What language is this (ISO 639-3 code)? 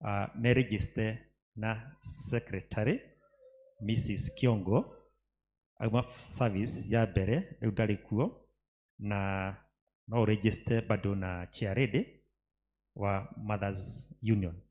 kik